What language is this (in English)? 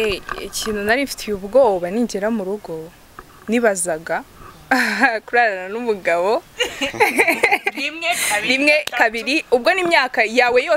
Kinyarwanda